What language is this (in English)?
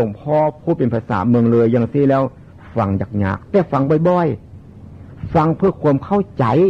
Northeastern Thai